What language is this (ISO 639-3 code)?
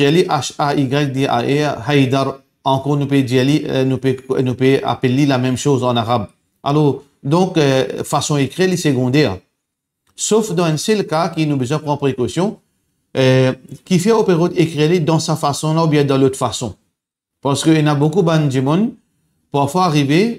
mfe